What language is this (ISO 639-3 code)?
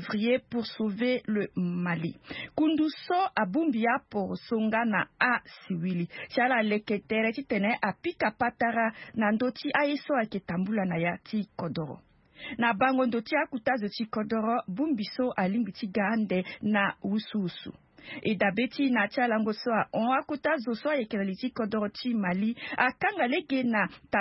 sag